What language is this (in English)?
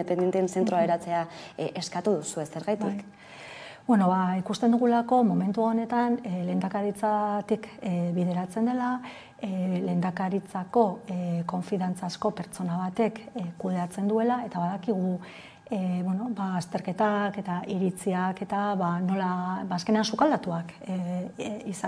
Basque